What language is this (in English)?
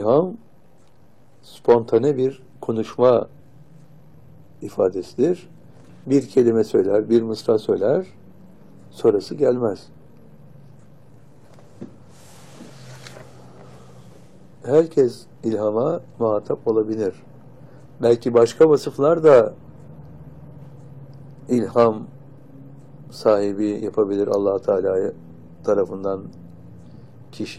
Turkish